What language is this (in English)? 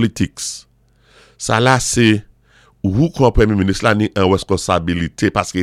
Saint Lucian Creole French